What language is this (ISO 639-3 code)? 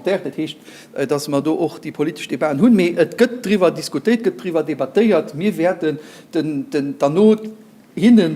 ltz